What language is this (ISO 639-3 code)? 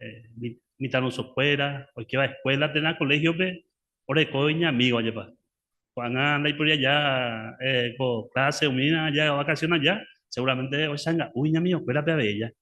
grn